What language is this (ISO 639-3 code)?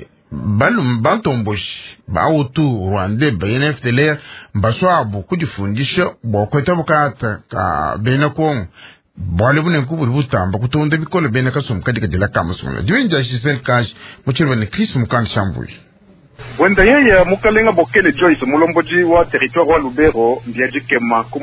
lua